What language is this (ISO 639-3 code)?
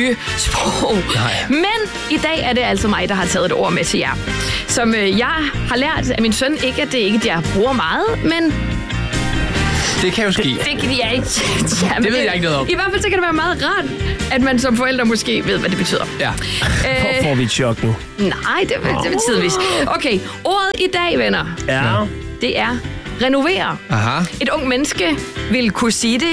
dan